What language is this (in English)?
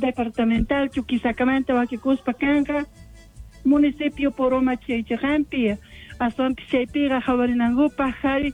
South Bolivian Quechua